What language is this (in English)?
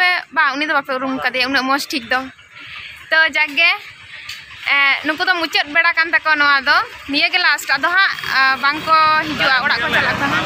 Santali